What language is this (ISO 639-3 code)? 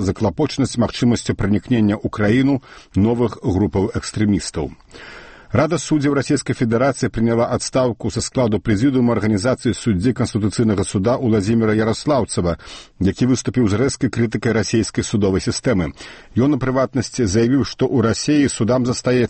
bel